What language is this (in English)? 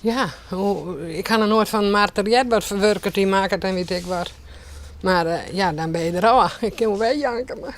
Western Frisian